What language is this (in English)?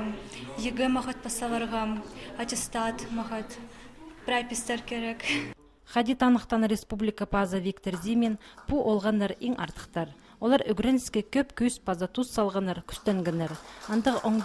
Khakas